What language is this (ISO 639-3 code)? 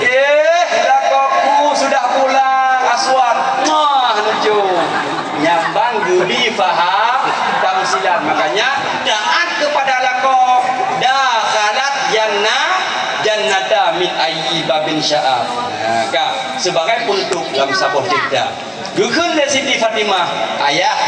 ace